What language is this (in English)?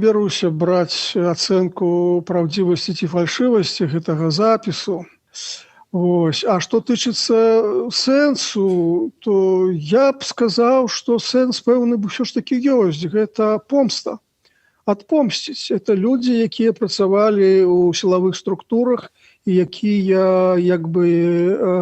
Belarusian